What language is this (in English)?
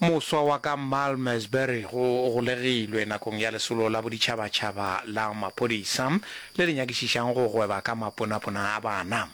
Northern Sotho